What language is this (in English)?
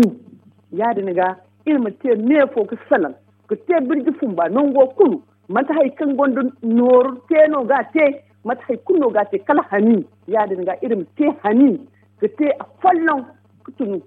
Zarma